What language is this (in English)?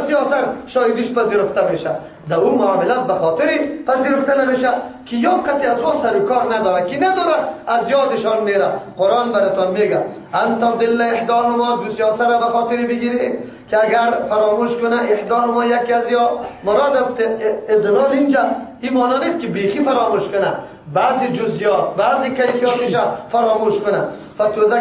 Persian